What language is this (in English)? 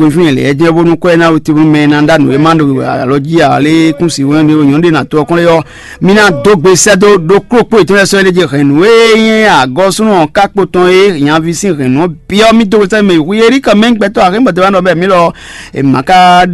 Fon